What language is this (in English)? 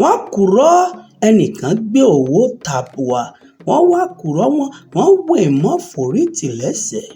Yoruba